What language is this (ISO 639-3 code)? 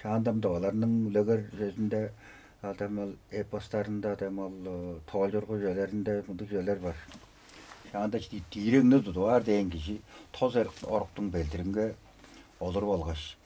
tyv